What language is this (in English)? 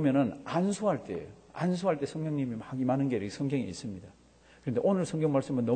Korean